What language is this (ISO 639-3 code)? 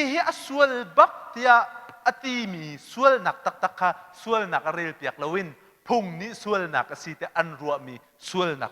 cnh